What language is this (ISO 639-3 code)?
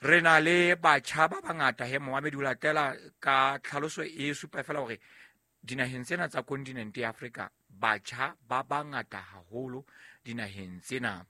sot